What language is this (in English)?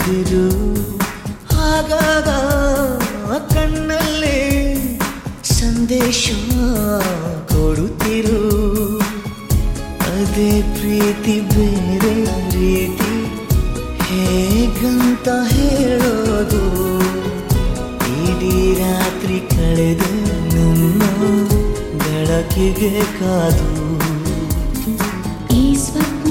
Kannada